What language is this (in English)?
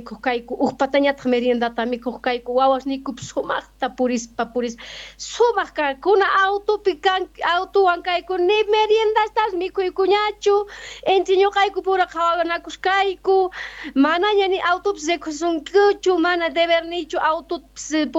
South Bolivian Quechua